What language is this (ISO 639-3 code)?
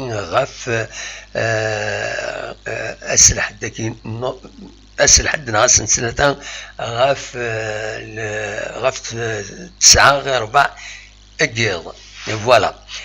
kab